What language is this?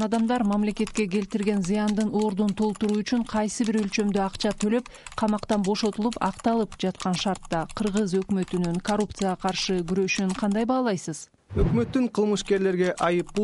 Kyrgyz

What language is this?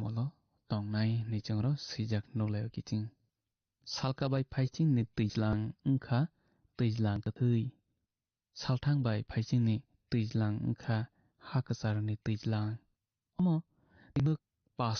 Kok Borok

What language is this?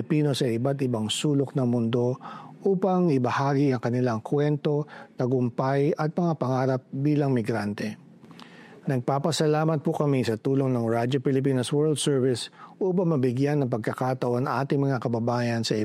Filipino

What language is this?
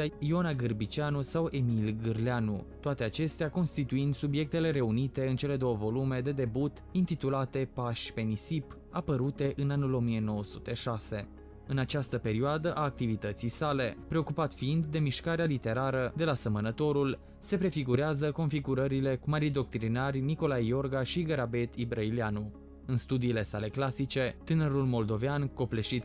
Romanian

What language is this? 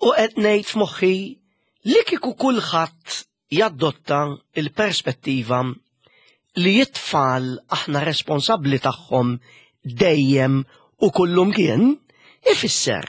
Maltese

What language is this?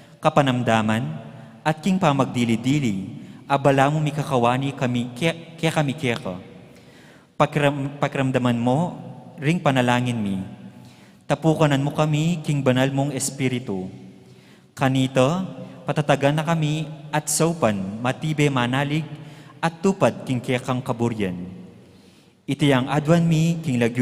Pampanga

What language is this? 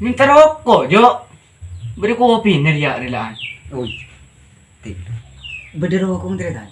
Madurese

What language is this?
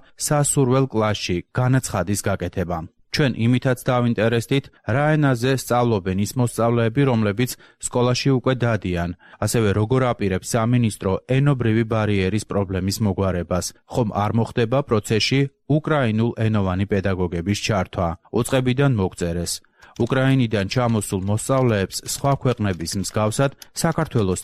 Georgian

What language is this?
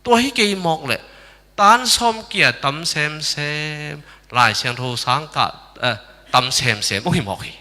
Tedim Chin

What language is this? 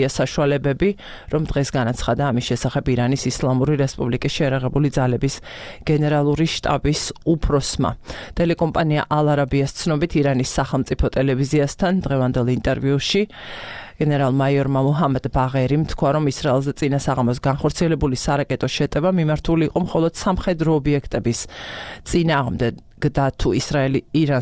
Georgian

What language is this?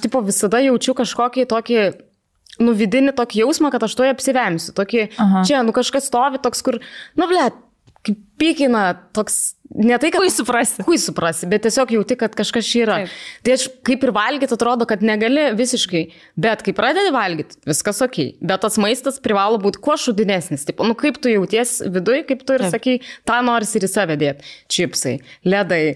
Lithuanian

